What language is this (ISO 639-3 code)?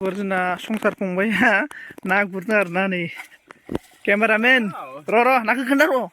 brx